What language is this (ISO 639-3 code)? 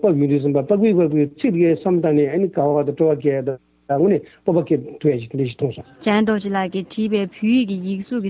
bod